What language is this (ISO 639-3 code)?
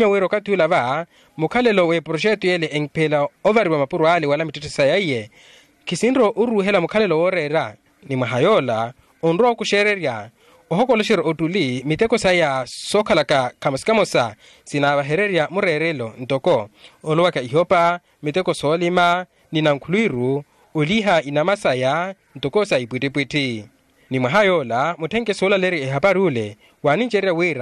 vmw